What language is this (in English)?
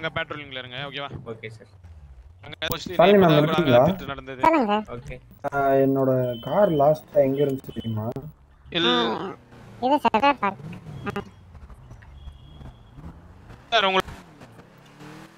Tamil